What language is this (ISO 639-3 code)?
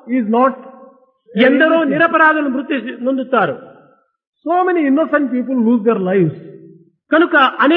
tel